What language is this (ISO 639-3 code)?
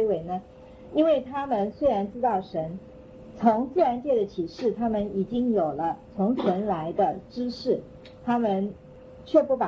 zho